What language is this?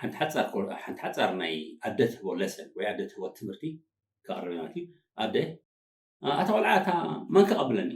Tigrinya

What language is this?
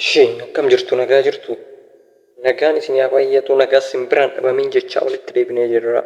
Oromo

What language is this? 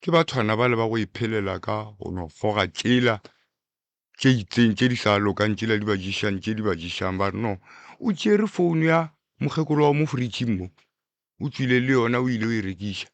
Northern Sotho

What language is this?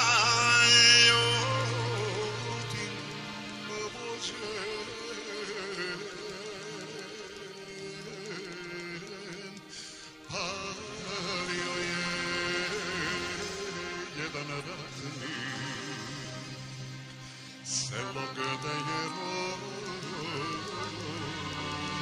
Serbian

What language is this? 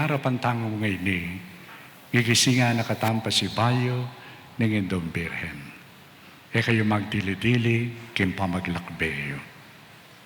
Pampanga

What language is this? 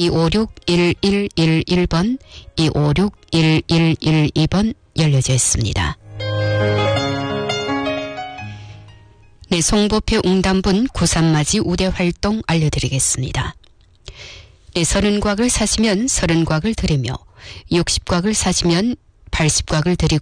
Korean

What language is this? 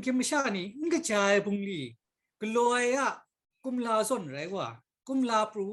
Kachin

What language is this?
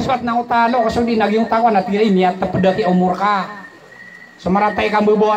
Maranao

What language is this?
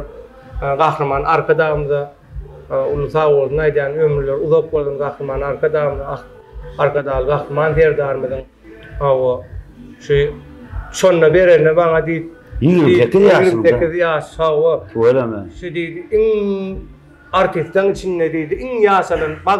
Turkmen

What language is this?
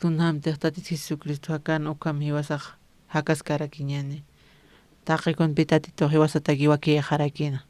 Aymara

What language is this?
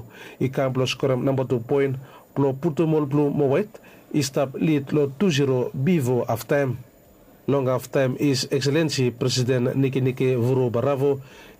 Bislama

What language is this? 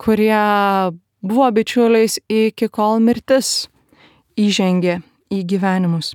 Lithuanian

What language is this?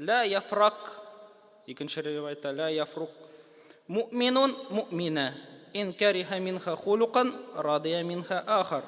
Tatar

